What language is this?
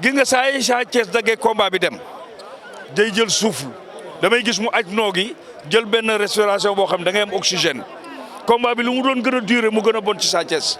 Wolof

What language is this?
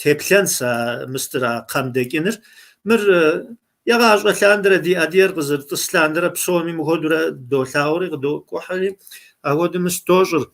Kabardian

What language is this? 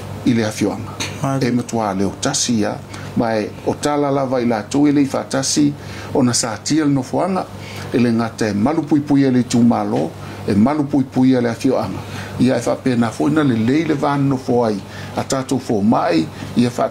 Samoan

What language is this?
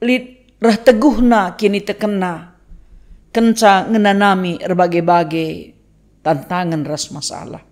Batak Karo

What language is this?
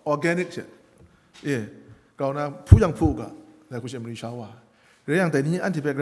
Kachin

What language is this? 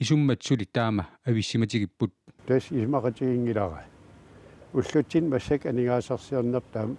Kalaallisut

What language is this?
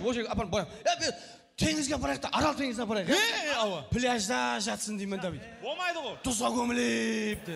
Kara-Kalpak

